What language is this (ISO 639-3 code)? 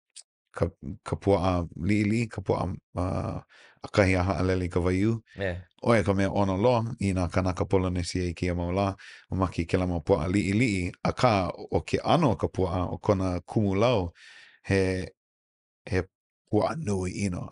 haw